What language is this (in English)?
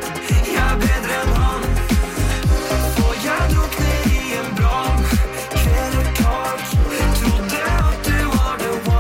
Norwegian